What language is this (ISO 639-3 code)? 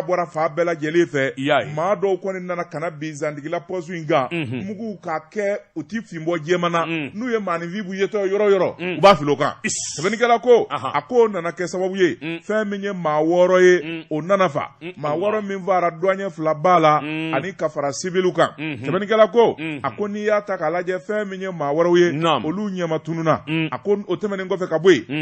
bam